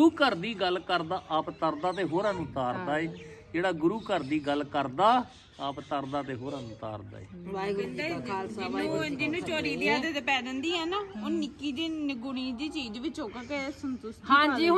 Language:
Punjabi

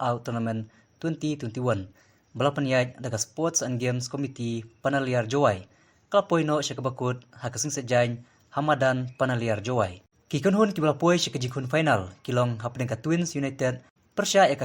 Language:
Khasi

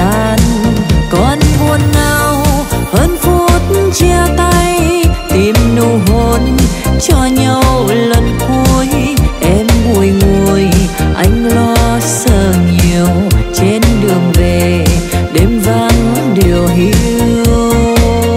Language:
Vietnamese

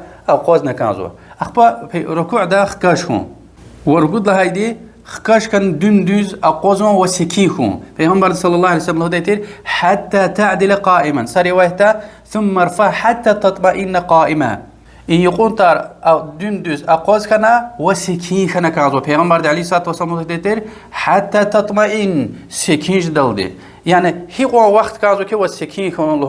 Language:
Lezghian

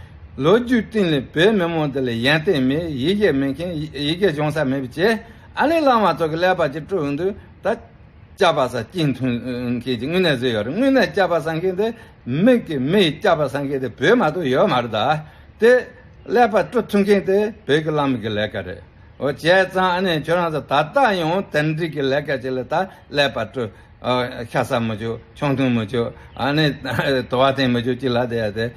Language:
Tibetan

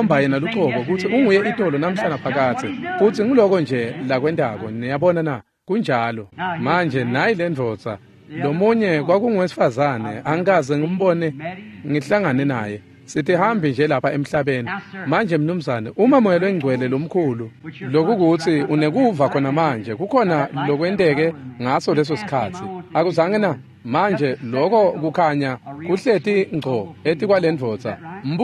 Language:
Swati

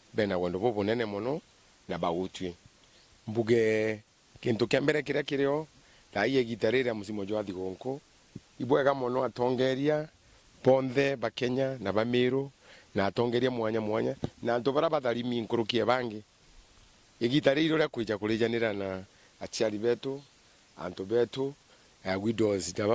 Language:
Meru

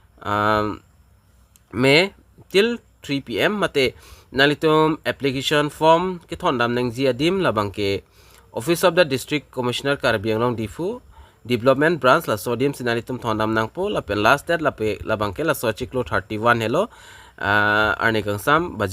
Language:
Karbi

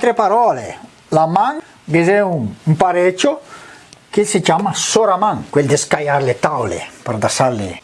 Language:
Venetian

